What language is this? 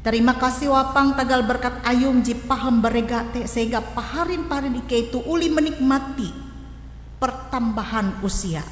Ngaju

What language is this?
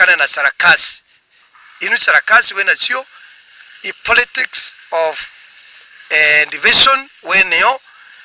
Meru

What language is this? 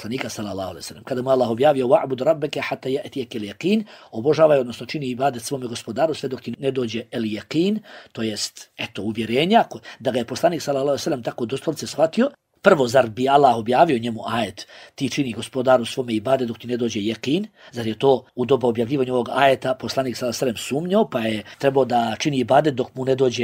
Bosnian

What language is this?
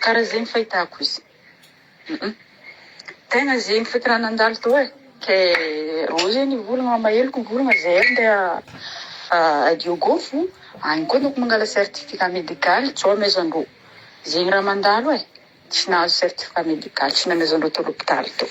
Malagasy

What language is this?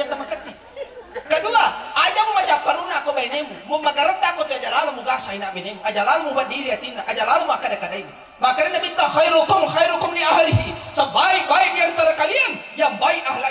Buginese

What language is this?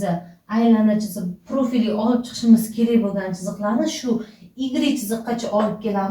Uzbek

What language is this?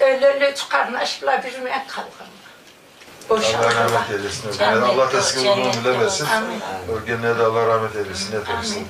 Karachay-Balkar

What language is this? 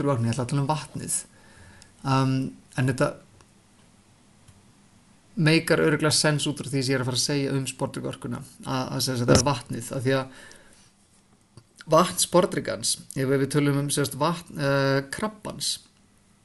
Icelandic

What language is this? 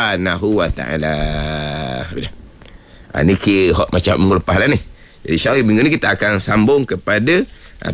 Malay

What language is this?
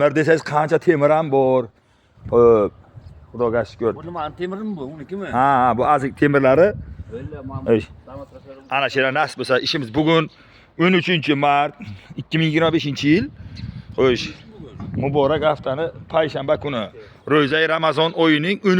Uzbek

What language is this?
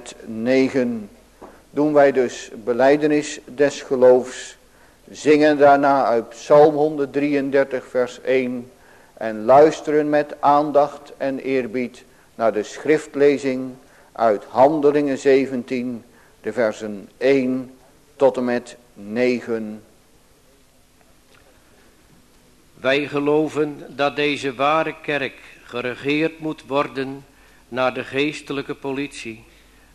Dutch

